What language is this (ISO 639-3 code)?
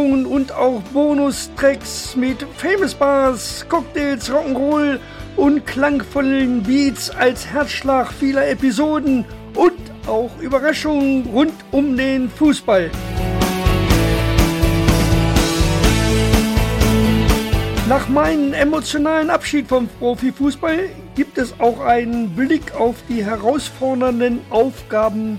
deu